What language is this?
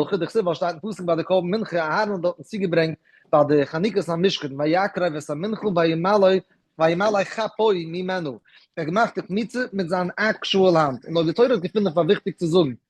Yiddish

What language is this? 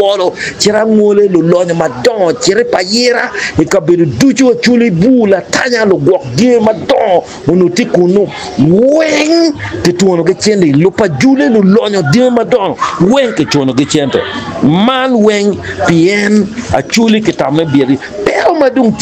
Acoli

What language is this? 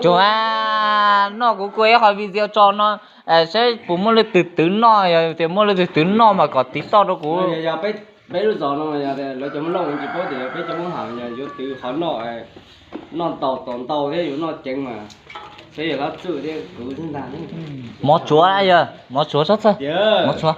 Hmong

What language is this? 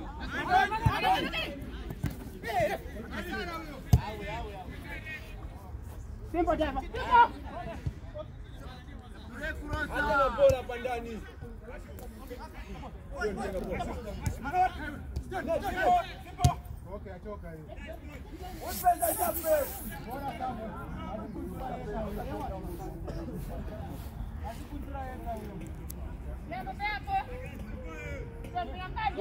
Swahili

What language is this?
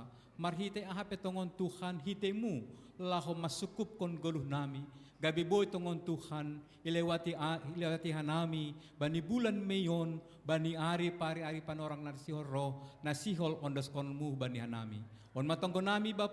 Batak Simalungun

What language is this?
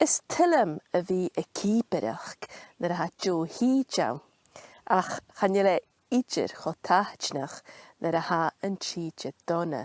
Scottish Gaelic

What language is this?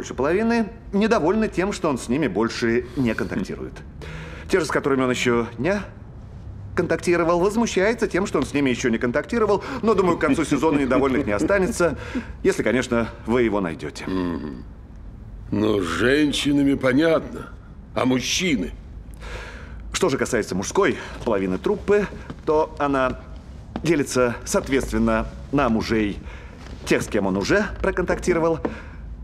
Russian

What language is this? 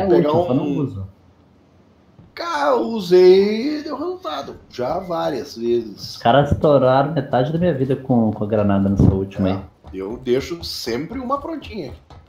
Portuguese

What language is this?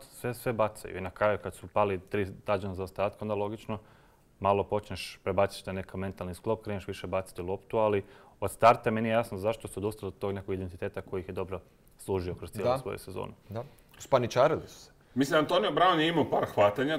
Croatian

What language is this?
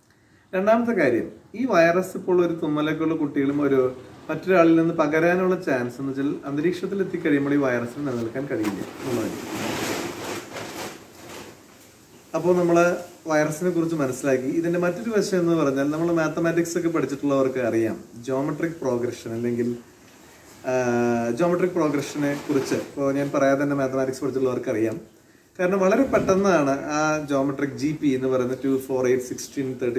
Malayalam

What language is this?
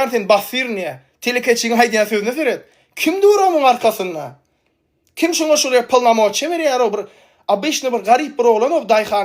Turkmen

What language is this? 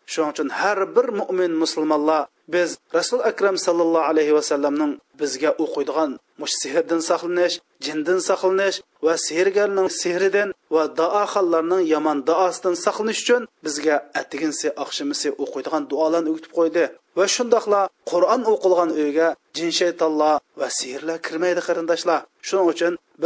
Uyghur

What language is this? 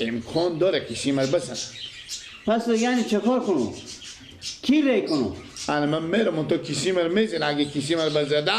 Persian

